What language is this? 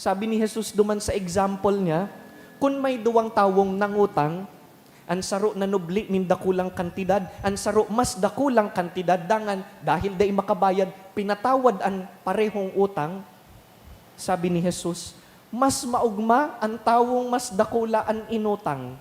Bikol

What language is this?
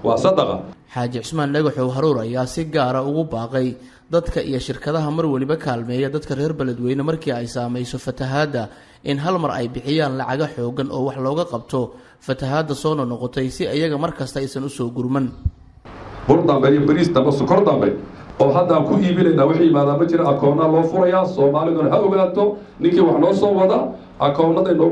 Somali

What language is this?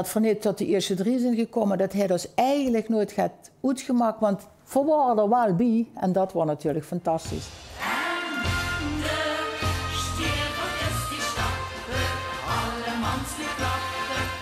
Limburgish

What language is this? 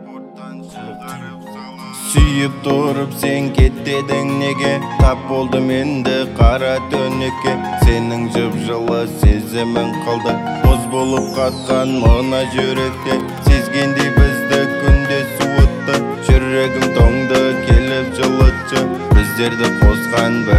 Kazakh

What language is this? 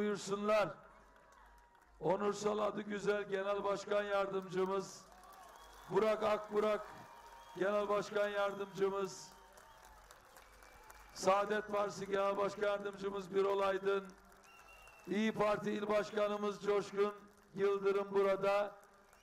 Turkish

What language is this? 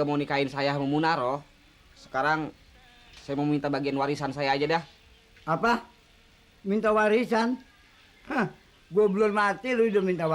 Betawi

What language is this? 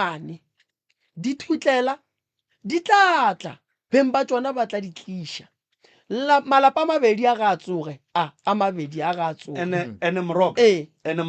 Northern Sotho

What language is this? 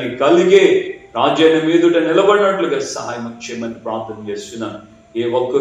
Telugu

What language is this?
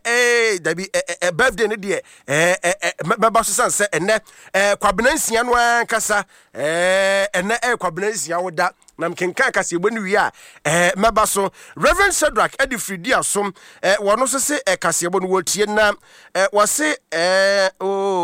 Akan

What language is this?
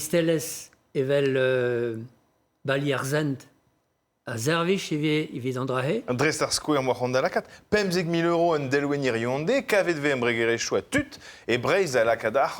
Breton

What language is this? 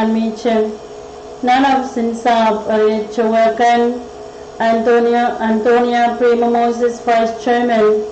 Pohnpeian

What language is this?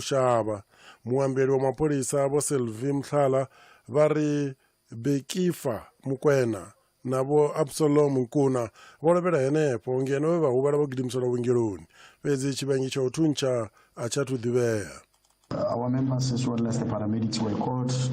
Venda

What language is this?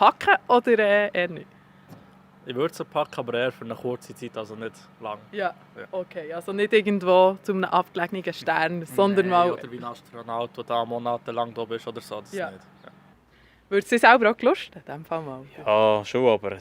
Swiss German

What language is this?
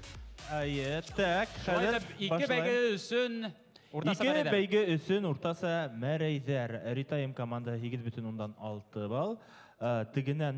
Bashkir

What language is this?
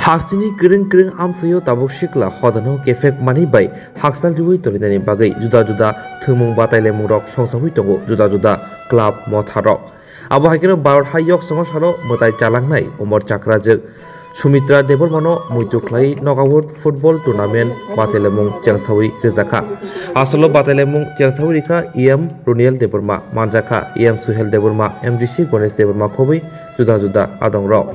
Kok Borok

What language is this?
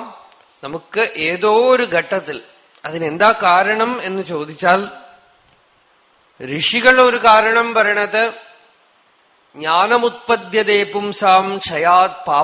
Malayalam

